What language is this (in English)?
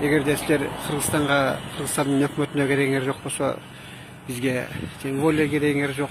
Kyrgyz